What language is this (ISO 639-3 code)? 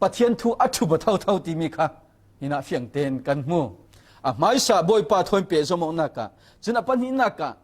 cfm